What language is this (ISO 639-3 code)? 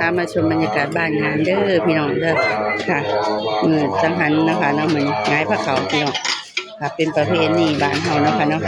tts